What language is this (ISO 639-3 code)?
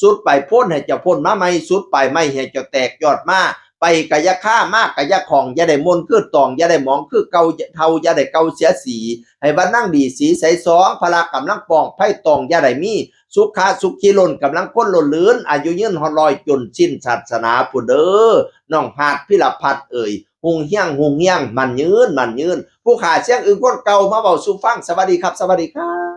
tts